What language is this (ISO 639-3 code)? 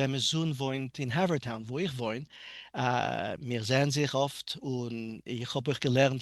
yid